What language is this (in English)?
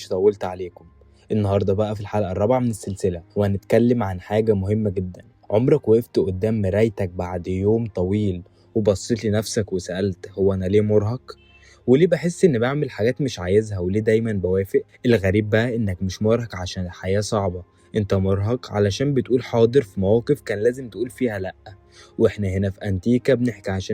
Egyptian Arabic